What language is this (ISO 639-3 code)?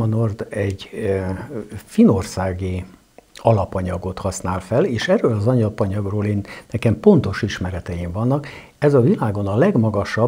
hun